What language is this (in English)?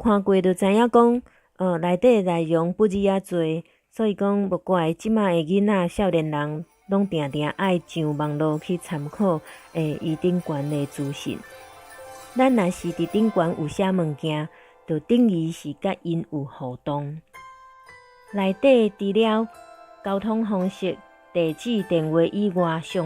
Min Nan Chinese